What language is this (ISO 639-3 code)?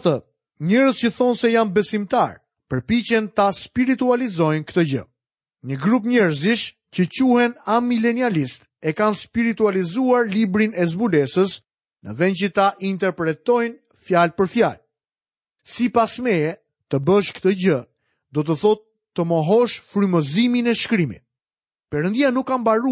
sqi